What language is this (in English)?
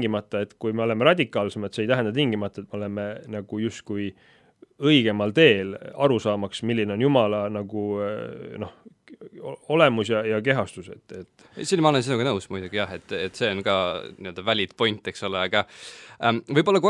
Estonian